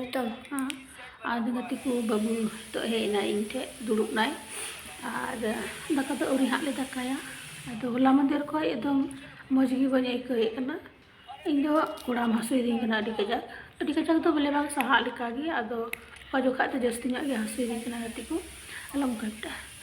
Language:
Santali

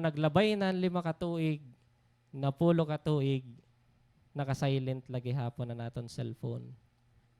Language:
Waray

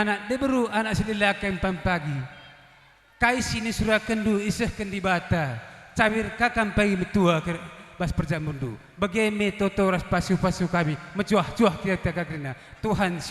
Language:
Batak Karo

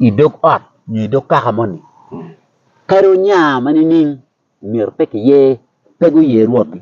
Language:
Acoli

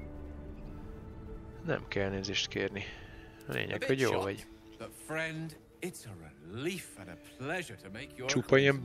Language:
Hungarian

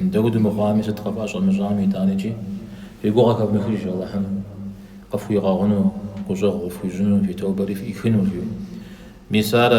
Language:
Kabardian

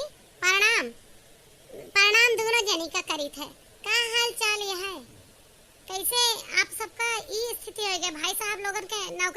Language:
Awadhi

